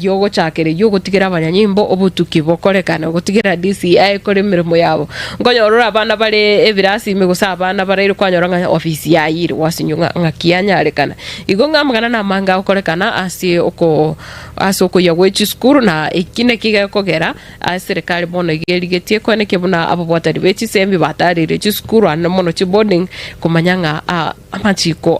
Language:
Gusii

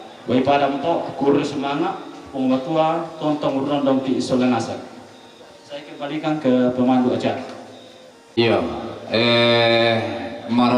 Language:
Toraja-Sa'dan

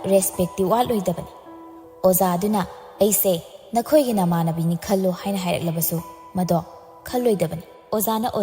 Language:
Manipuri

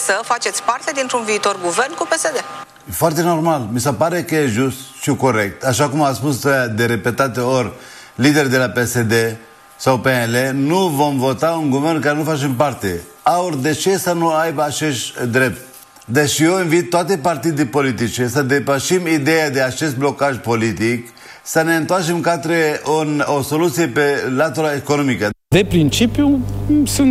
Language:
Romanian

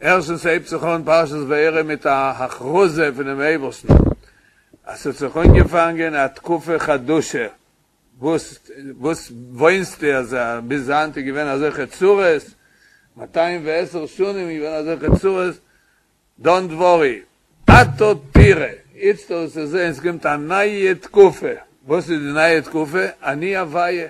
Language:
Yiddish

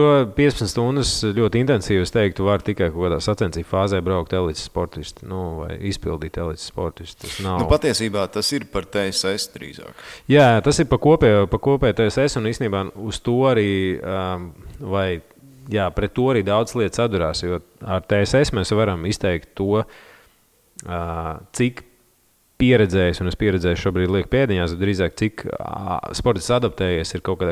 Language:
Latvian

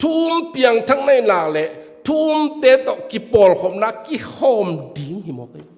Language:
Tedim Chin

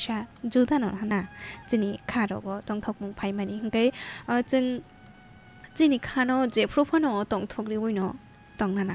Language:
Kok Borok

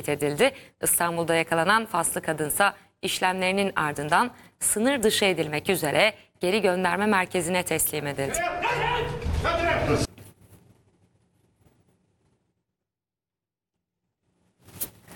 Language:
Turkish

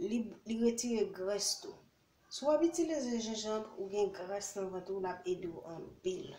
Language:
Haitian Creole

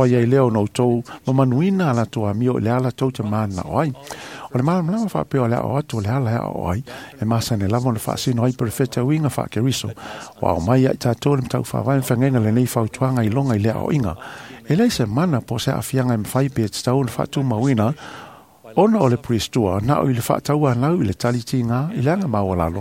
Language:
Samoan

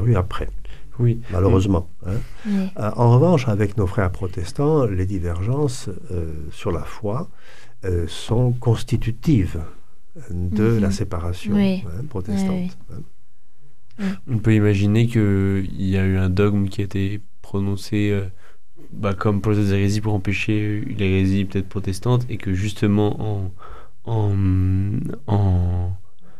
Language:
French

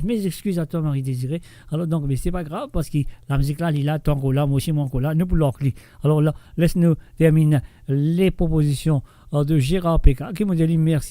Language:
Morisyen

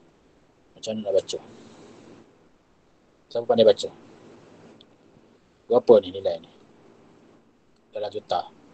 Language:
Malay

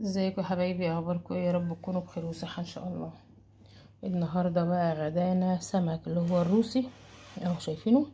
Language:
Egyptian Arabic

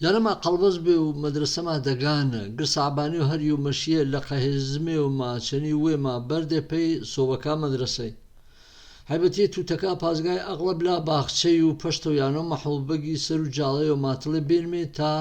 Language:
Gurani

